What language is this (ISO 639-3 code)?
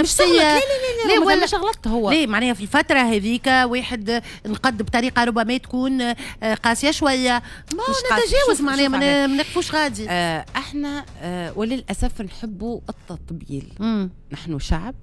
aeb